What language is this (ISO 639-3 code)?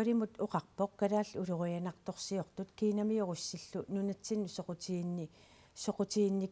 kal